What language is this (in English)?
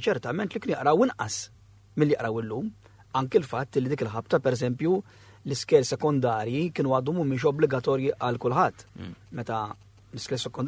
Maltese